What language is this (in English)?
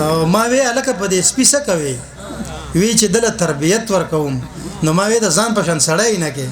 Pashto